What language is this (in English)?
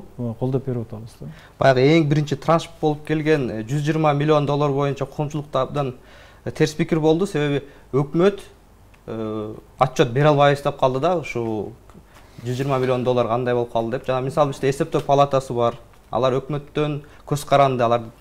Kyrgyz